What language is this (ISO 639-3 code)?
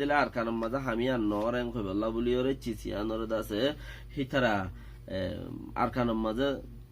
rhg